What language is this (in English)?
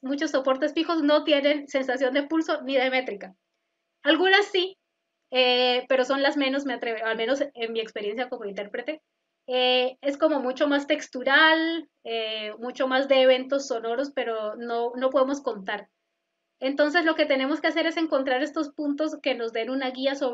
Spanish